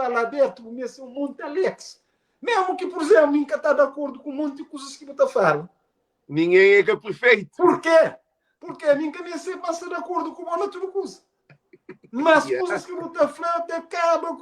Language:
Kabuverdianu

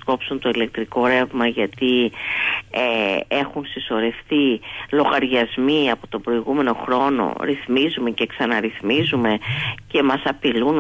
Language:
Greek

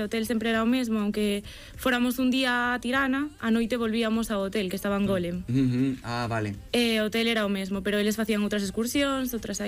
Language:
Galician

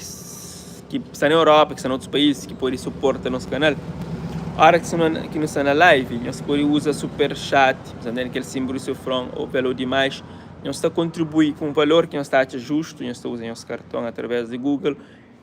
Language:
Kabuverdianu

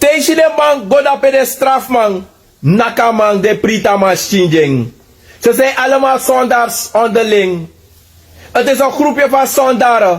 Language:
Sranan Tongo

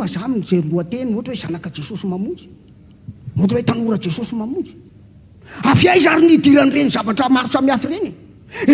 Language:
Malagasy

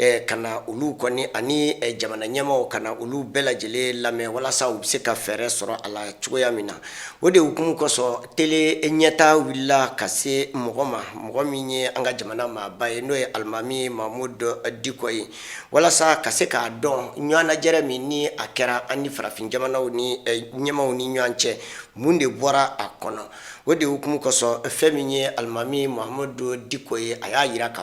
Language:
Bambara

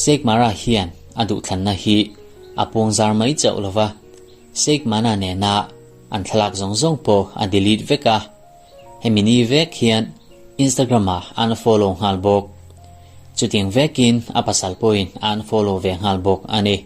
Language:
Mizo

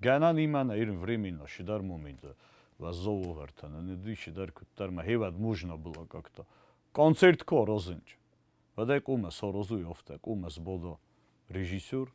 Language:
Ossetic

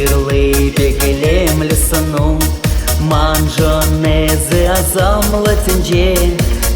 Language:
Chuvash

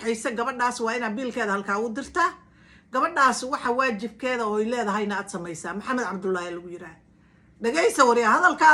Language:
Somali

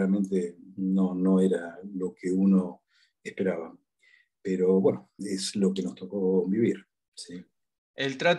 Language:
Spanish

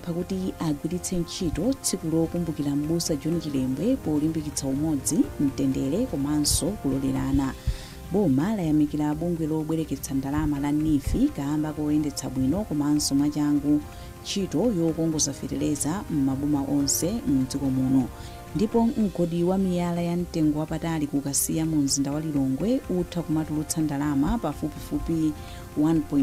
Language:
Nyanja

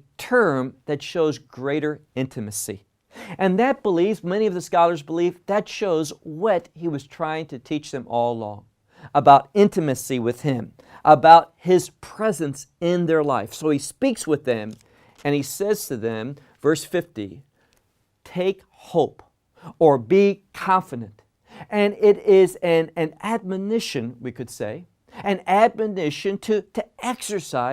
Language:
English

